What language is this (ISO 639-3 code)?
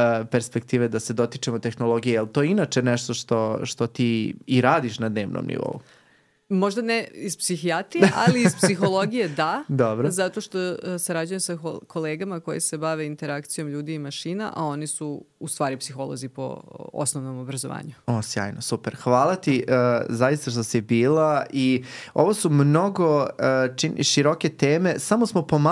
srp